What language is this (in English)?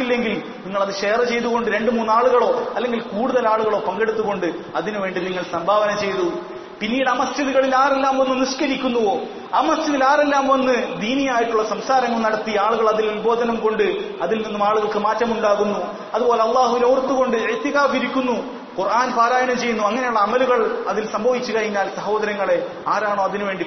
Malayalam